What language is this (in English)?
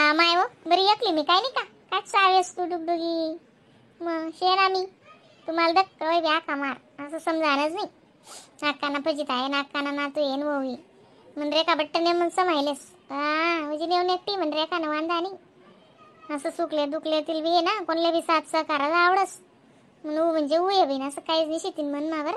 Khandesi